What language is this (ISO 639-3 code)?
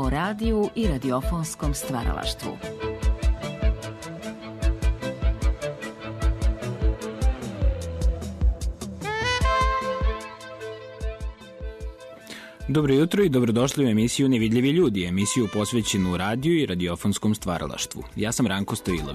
srp